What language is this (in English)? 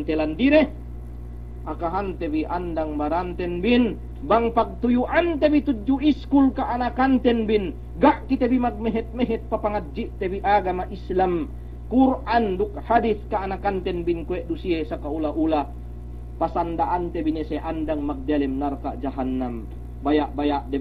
Yakan